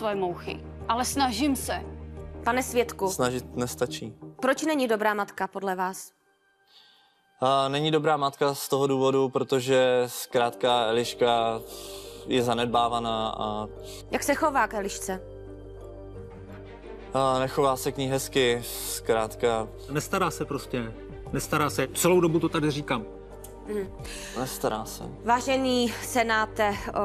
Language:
Czech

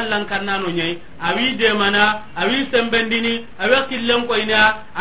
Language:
Soninke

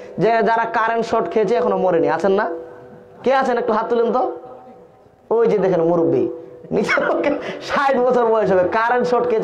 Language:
Bangla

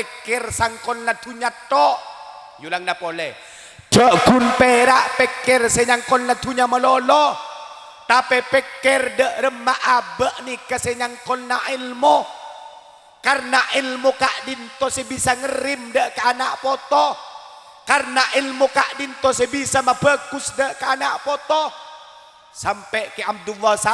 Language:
Madurese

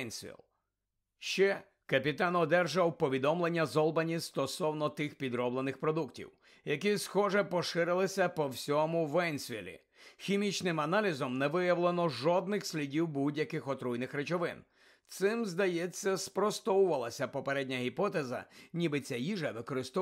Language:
Ukrainian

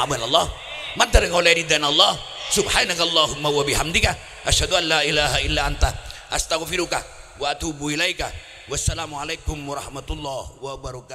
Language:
Madurese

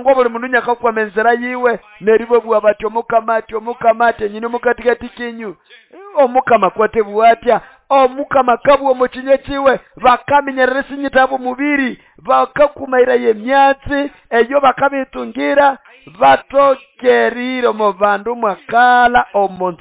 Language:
Nande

